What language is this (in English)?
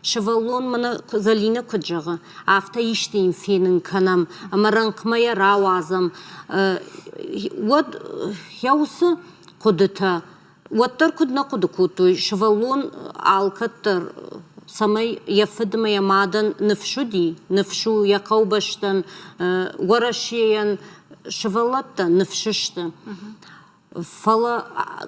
Ossetic